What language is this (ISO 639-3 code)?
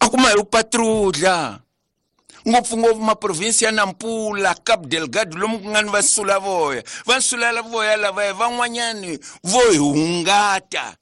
tso